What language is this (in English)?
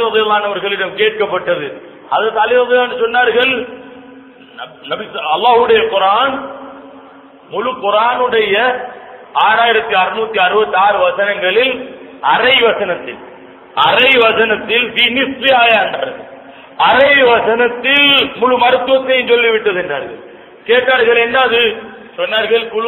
Tamil